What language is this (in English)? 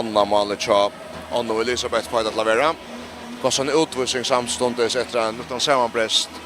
Faroese